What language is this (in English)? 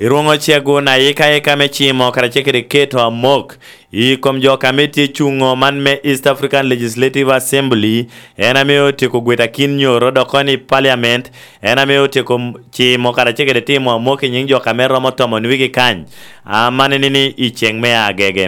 Lango (Uganda)